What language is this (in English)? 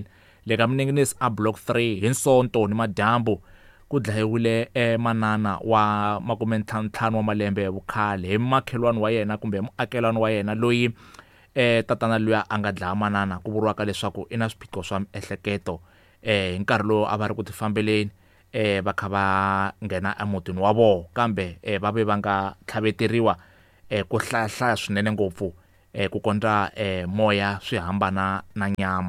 Tsonga